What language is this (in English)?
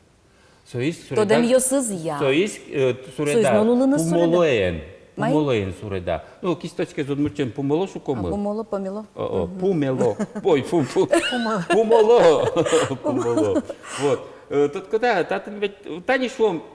Udmurt